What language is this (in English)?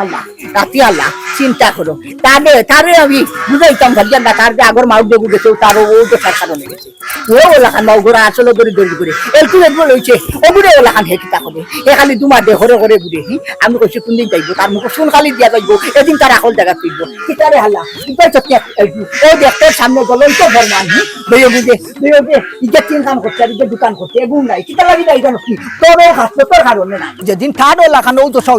Sylheti